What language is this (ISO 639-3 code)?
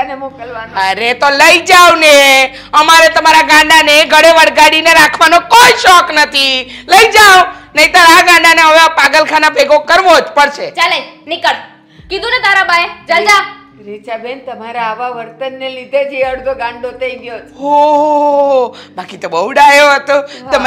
guj